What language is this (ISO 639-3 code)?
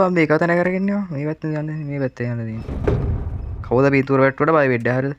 sin